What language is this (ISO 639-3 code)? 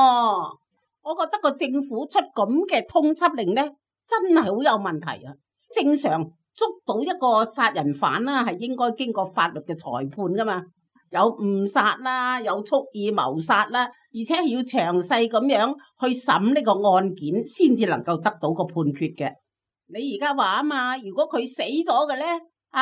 yue